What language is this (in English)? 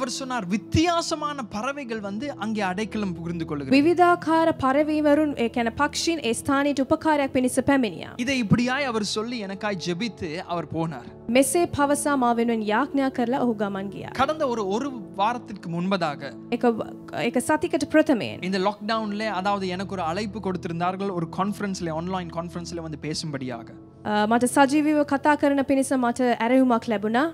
Tamil